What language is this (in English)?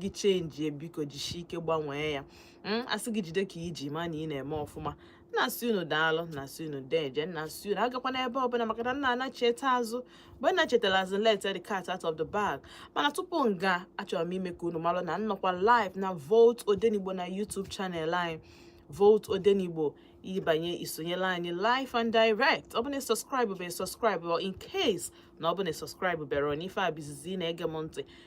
Igbo